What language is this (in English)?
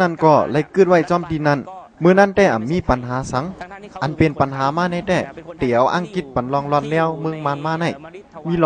Shan